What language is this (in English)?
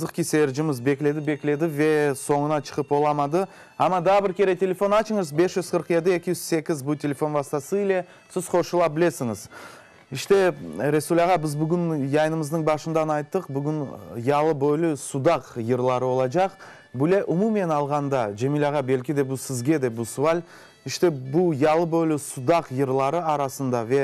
Crimean Tatar